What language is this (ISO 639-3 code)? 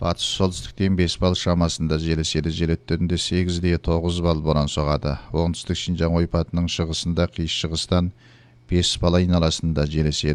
kaz